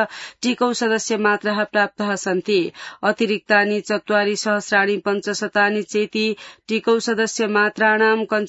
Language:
Sanskrit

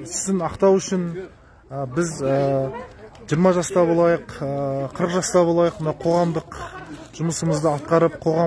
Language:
Kazakh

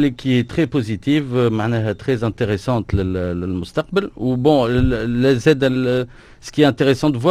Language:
Tunisian Arabic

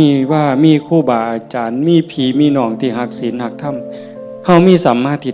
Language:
Northeastern Thai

